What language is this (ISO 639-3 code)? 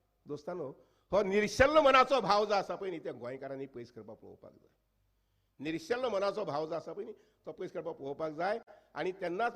kok